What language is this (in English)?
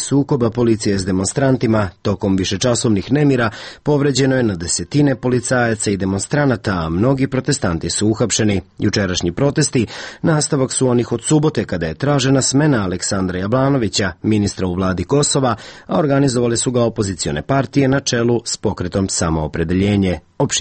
Serbian